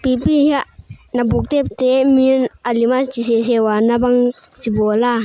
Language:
Paite Chin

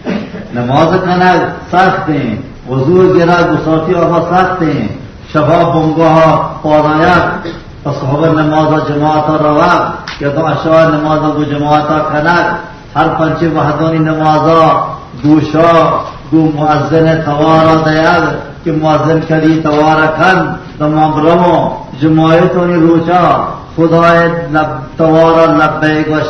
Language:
Baluchi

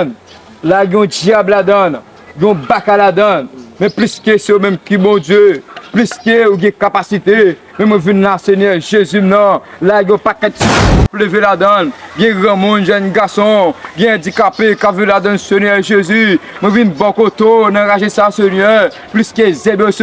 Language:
Haitian Creole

